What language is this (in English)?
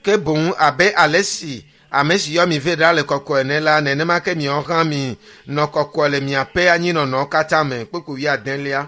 Ewe